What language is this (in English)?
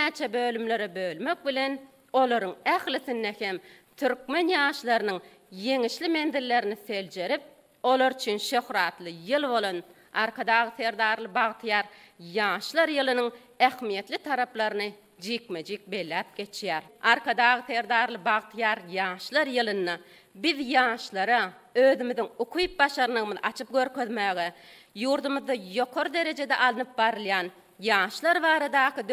Turkmen